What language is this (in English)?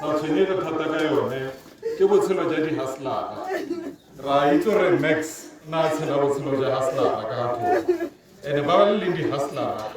Tswana